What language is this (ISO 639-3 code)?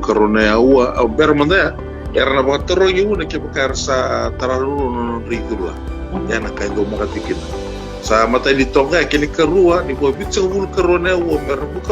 fij